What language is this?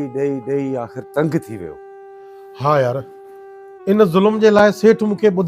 Sindhi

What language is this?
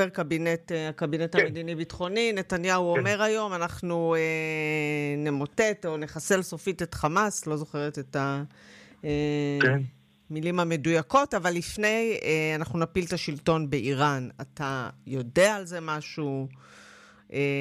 Hebrew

